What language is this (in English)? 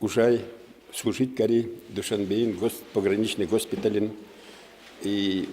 Udmurt